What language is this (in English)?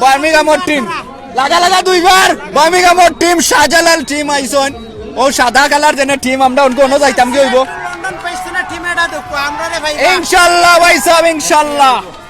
Sylheti